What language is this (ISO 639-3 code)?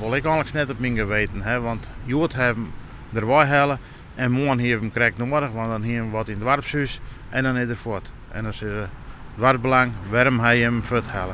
fry